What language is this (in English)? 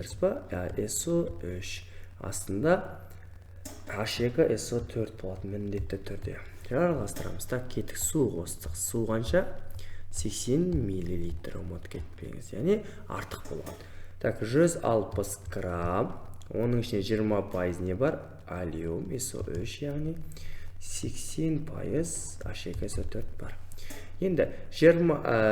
Kazakh